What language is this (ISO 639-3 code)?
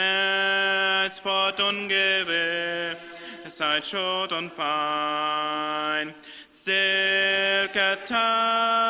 pdt